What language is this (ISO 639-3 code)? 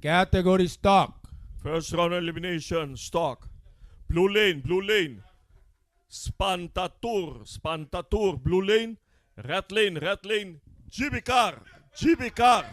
pap